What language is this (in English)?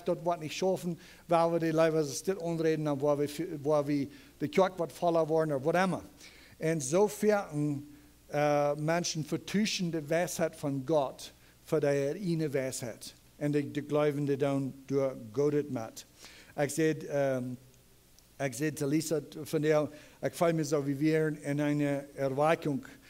Plautdietsch